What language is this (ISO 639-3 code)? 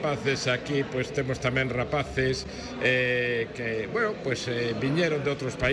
glg